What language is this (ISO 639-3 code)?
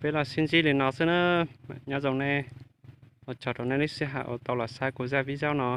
hmn